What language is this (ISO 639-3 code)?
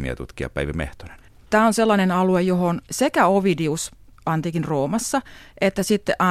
fin